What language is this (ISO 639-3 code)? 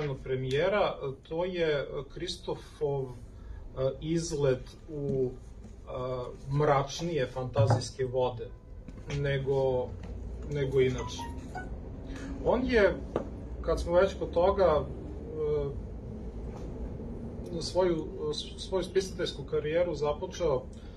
srp